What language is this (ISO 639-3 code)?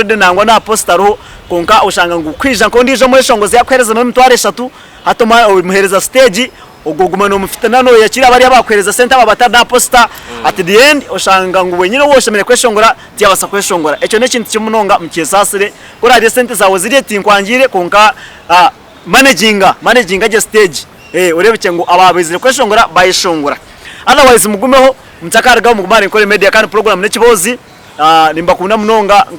nyn